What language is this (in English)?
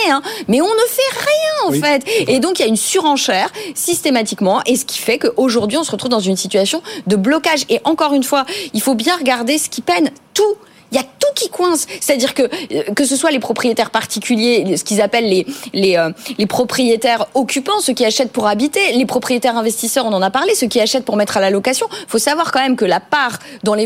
French